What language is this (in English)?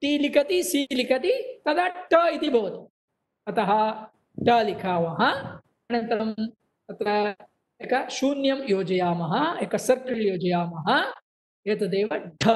Sanskrit